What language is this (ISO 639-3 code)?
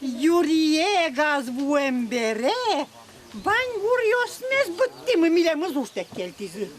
udm